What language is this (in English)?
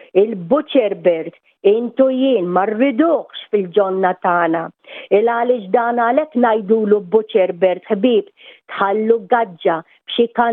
Maltese